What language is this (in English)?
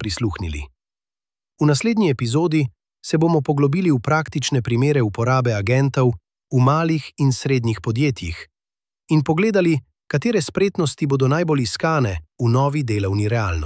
Slovenian